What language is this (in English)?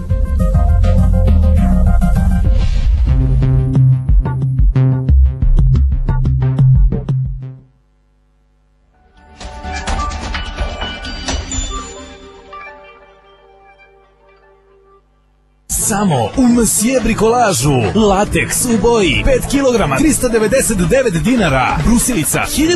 Serbian